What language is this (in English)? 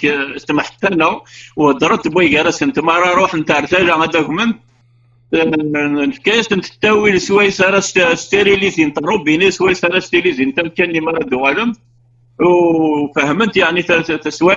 Kabyle